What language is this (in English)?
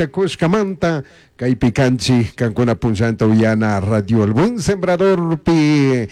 Chimborazo Highland Quichua